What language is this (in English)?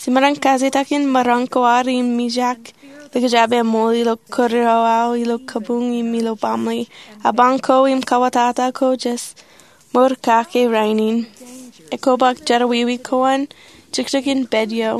Marshallese